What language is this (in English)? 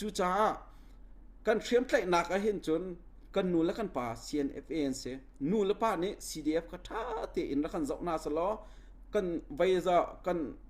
Hakha Chin